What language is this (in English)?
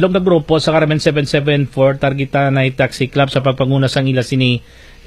Hiligaynon